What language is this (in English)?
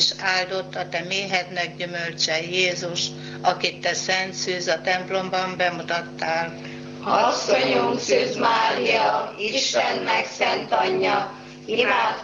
Hungarian